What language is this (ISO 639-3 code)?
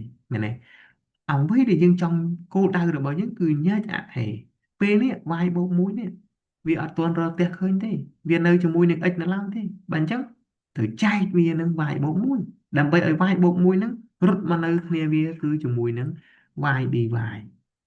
khm